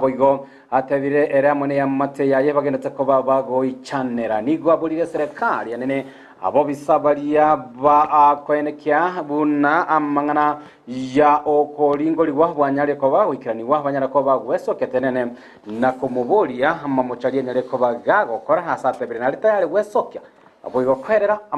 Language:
Gusii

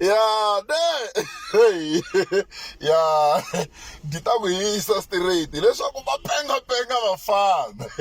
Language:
Tsonga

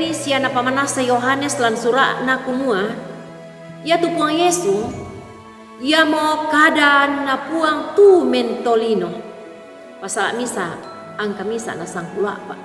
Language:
Toraja-Sa'dan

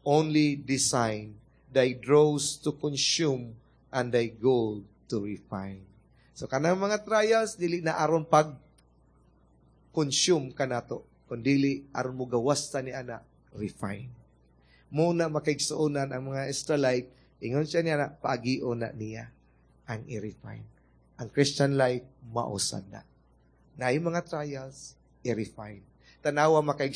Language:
Cebuano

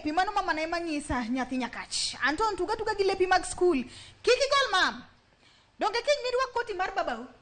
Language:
Luo (Kenya and Tanzania)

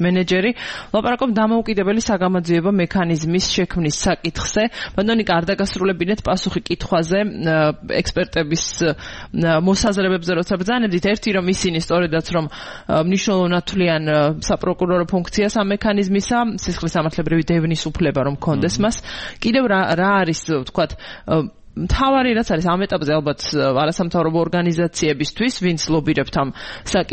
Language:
Georgian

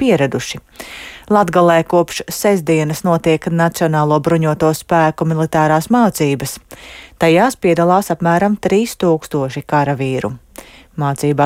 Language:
Latvian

